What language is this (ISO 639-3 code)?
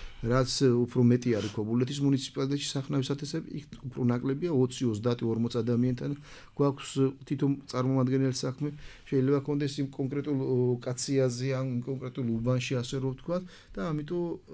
kat